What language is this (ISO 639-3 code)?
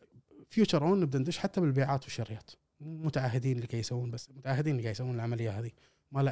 afb